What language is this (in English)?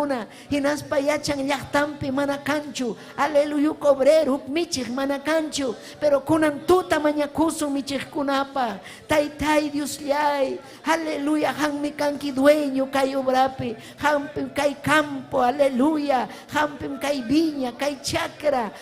Ayacucho Quechua